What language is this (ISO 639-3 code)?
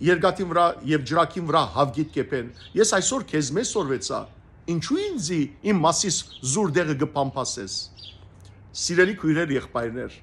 hyw